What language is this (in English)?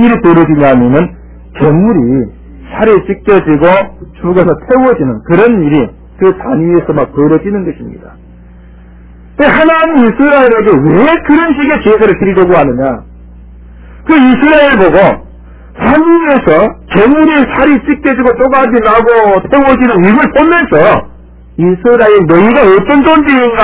Korean